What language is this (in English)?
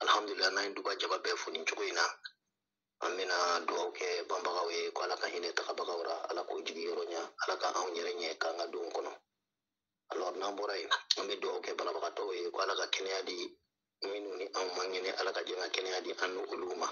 Bambara